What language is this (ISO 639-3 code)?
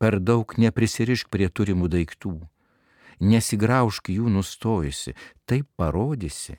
lit